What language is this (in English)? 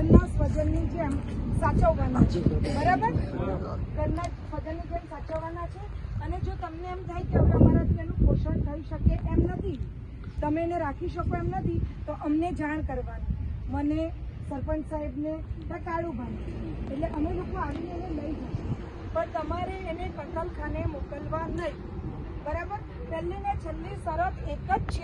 Gujarati